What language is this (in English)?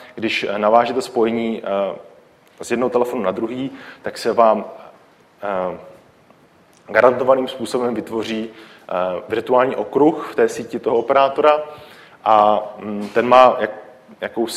Czech